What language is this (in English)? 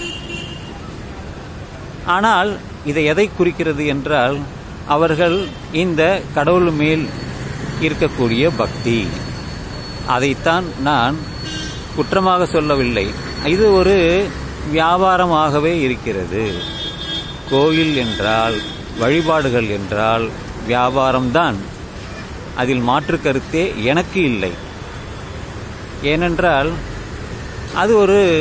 Tamil